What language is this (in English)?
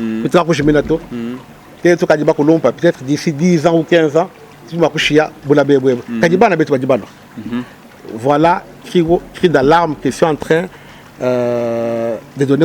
Luba-Lulua